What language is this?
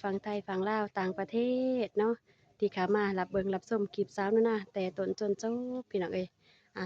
Lao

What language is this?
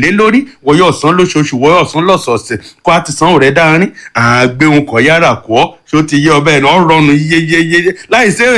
Yoruba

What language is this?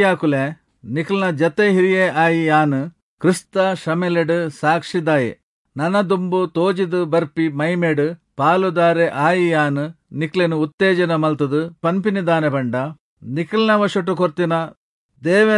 Tulu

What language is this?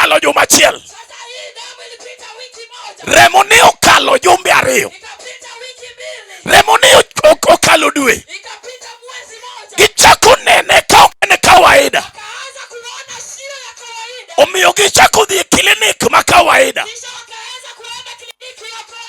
Luo (Kenya and Tanzania)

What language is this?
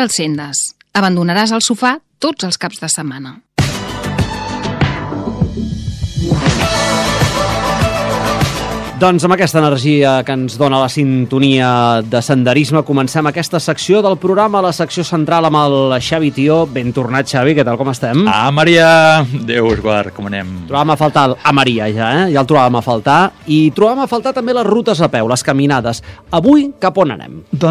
Catalan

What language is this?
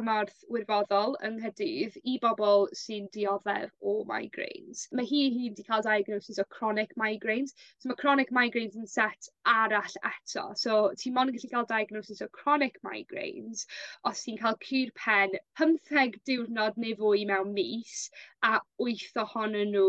Welsh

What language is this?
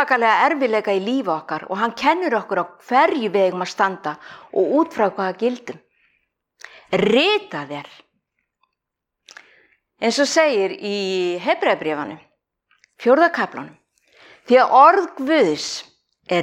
Icelandic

